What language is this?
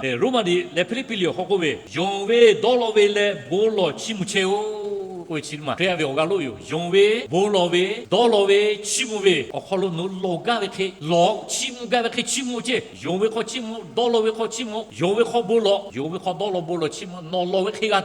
Lahu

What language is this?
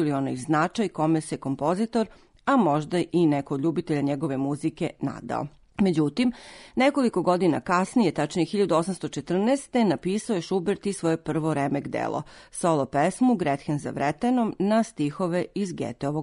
Serbian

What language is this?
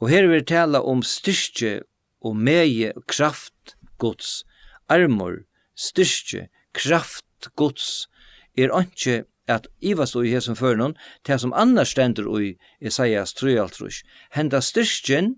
Faroese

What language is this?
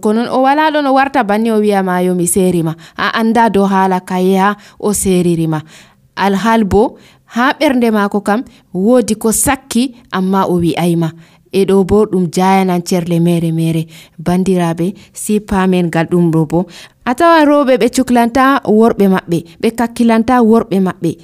Nigerian Fulfulde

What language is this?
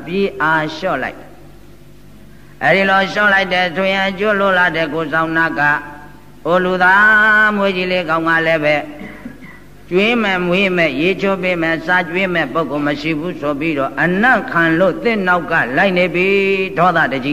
Burmese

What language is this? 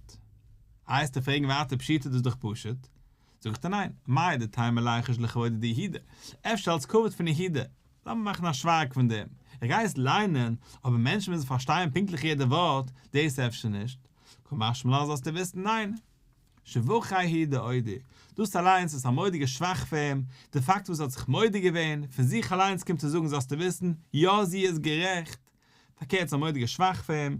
Yiddish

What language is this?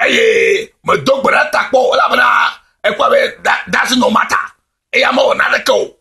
Ewe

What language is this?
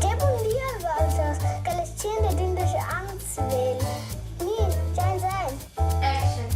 Romansh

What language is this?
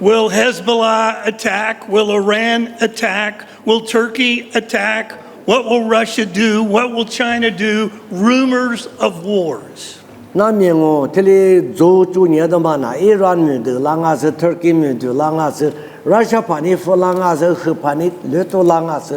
Lisu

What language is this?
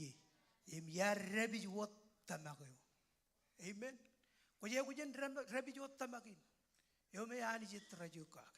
Marshallese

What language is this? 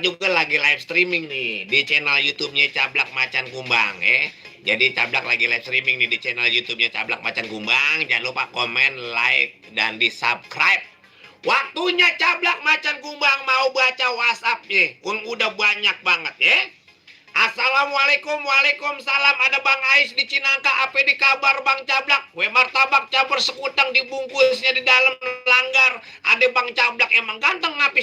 Betawi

